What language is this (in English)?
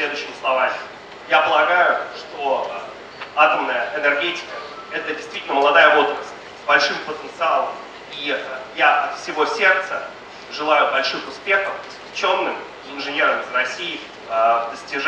Russian